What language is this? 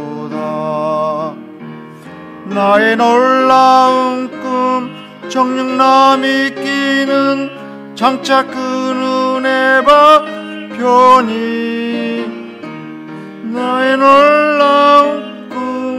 Korean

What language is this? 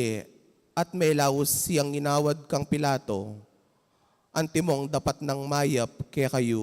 Pampanga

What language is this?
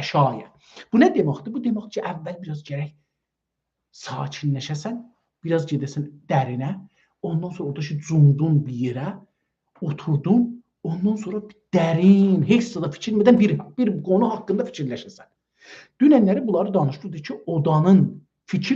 South Azerbaijani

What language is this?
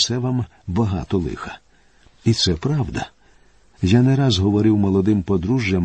Ukrainian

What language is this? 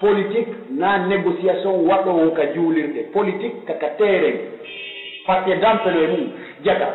Pular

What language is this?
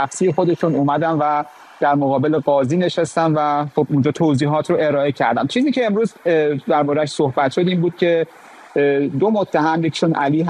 Persian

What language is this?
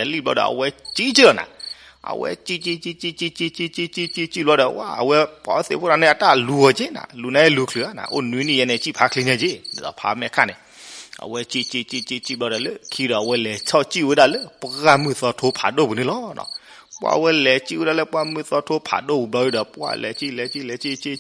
S'gaw Karen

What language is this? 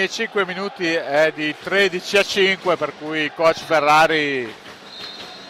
Italian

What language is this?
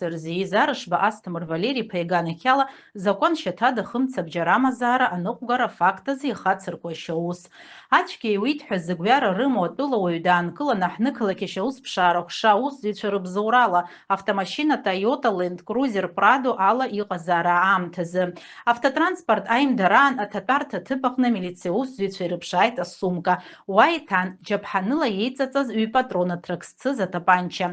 Abkhazian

